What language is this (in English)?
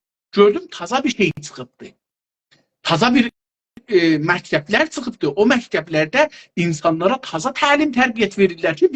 South Azerbaijani